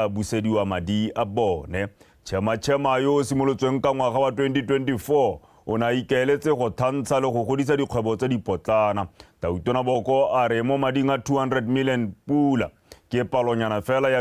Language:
Tswana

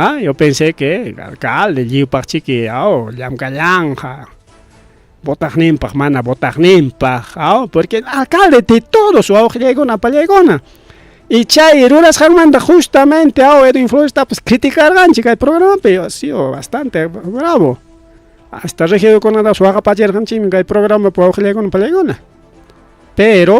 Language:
Ayacucho Quechua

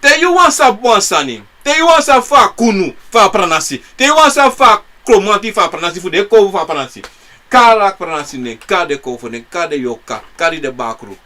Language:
Sranan Tongo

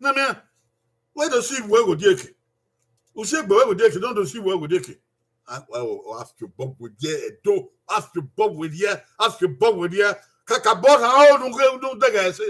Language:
Bini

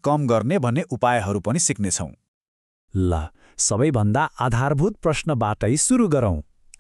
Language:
Nepali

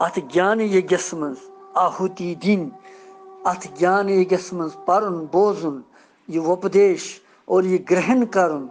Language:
Kashmiri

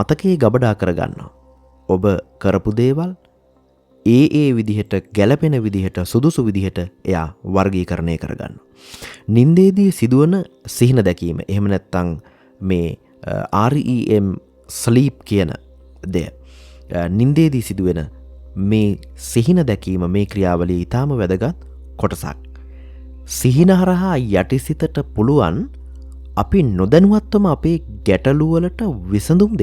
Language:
Sinhala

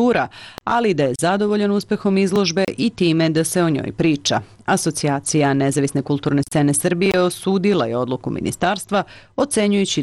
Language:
Serbian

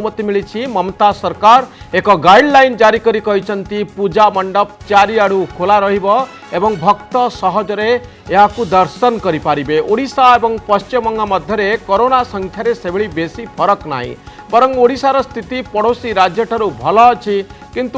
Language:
Odia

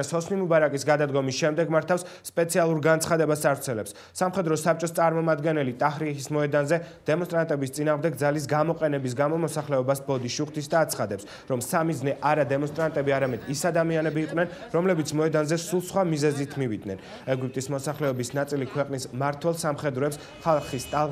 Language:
Georgian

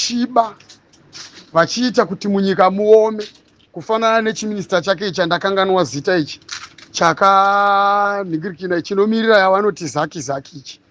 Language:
Shona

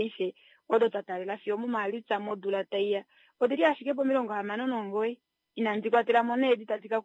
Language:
Kuanyama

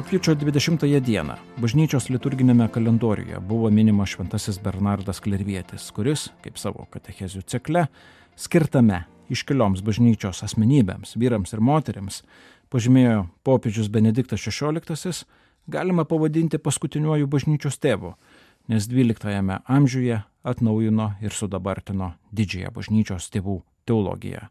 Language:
Lithuanian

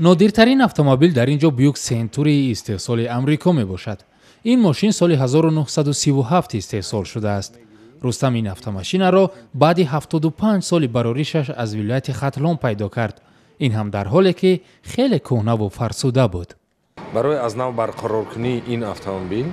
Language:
Tajik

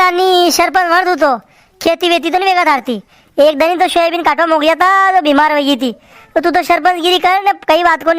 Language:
Rajasthani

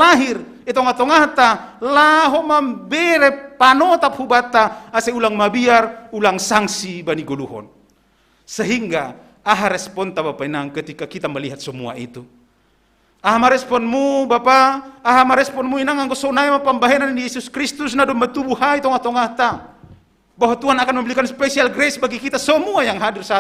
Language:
Batak Simalungun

